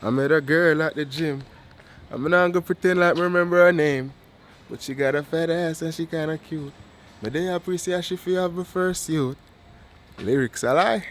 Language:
Jamaican Creole English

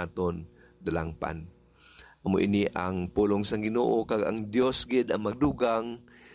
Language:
Hiligaynon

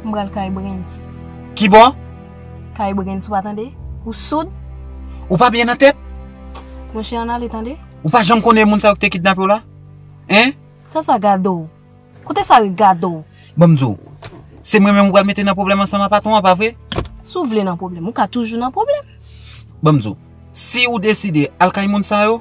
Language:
Haitian Creole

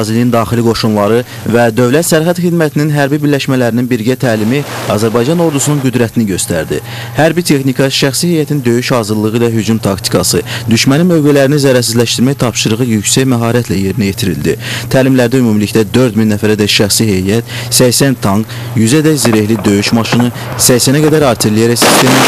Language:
Azerbaijani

